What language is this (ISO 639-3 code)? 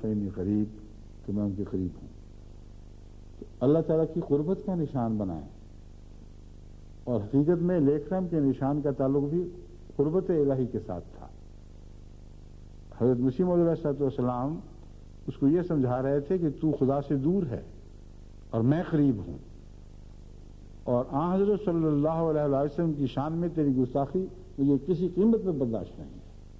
urd